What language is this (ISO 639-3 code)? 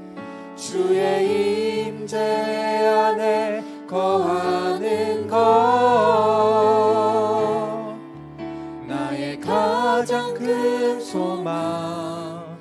kor